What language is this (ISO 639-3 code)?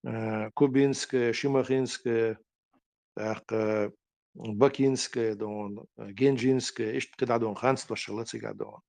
che